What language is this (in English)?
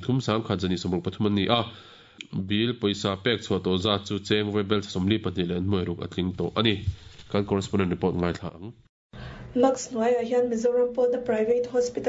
Mizo